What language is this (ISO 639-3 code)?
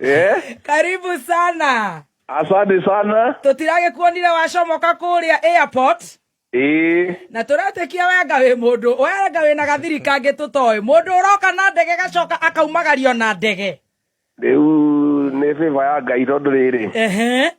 kik